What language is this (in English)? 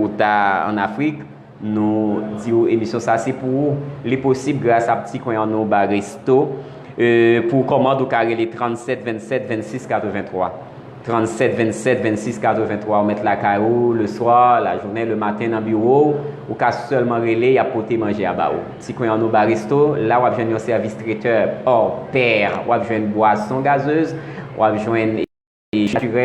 Haitian Creole